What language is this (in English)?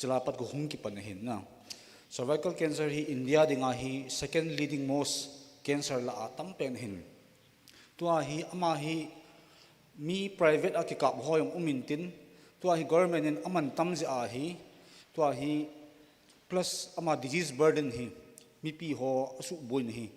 Thado Chin